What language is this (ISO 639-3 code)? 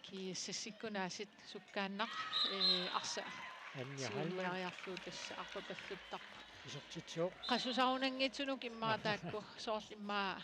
kal